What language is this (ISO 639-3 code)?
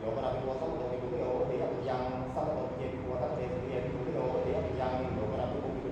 pli